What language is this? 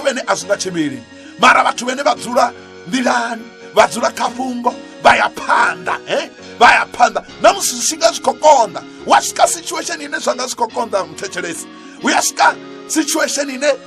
Venda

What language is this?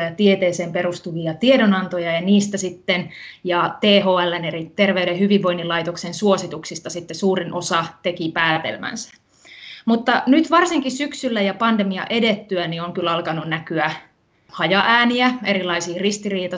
Finnish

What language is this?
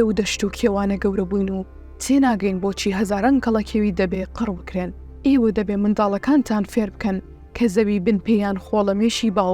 Central Kurdish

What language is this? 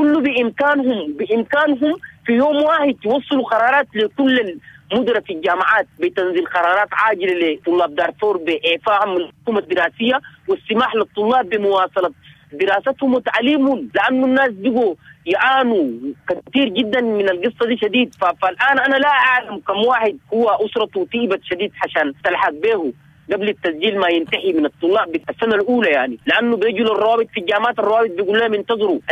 Sudanese Arabic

